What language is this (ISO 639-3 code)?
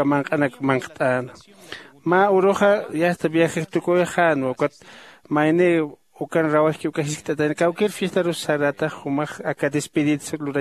aym